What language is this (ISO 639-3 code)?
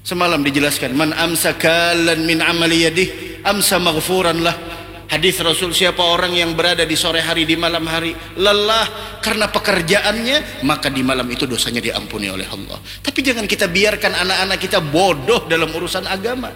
bjn